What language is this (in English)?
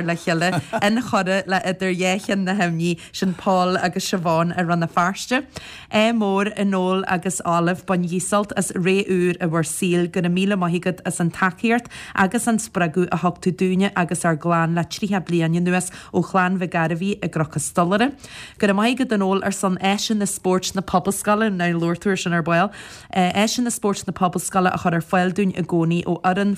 Irish